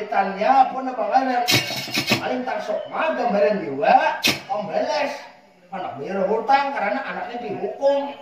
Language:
Banjar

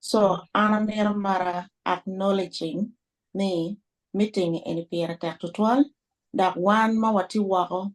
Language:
Acoli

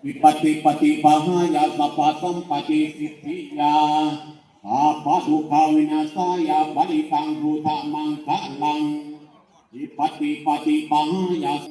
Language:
Pali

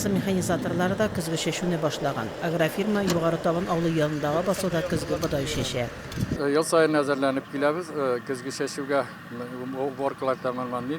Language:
Tatar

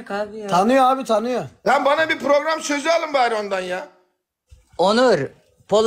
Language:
Turkish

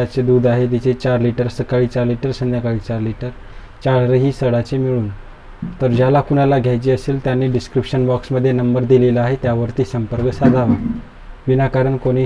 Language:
Marathi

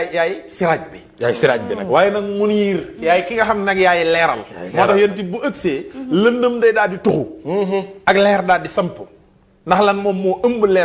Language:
Wolof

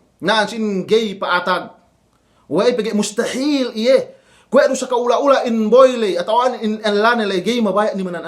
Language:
Yakan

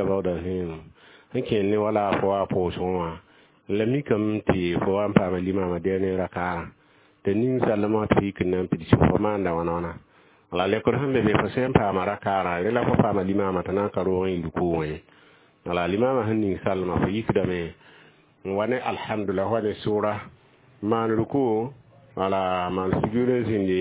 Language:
Mossi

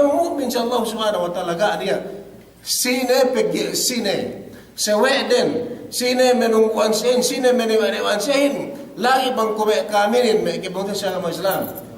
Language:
Yakan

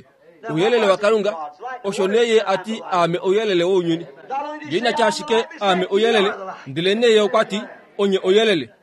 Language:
Kuanyama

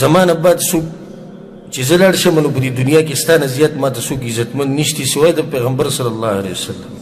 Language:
Pashto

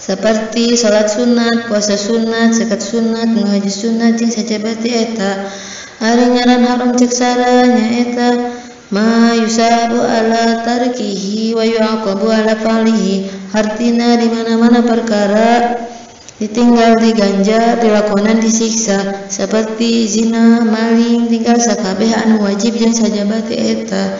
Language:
Sundanese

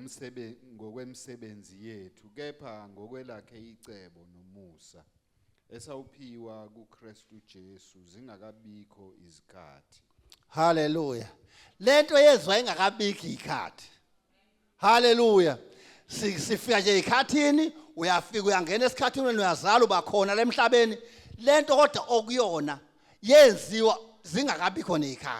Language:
Zulu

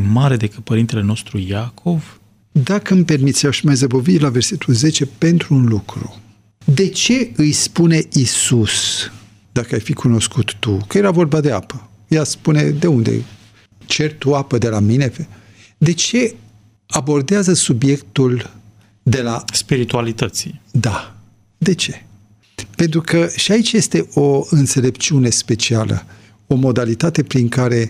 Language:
Romanian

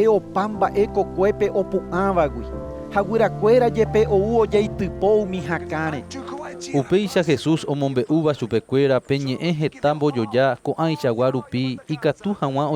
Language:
Guarani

